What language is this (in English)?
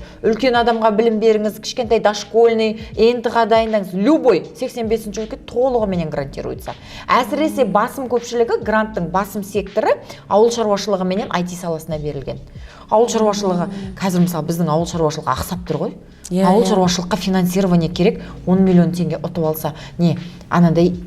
Kazakh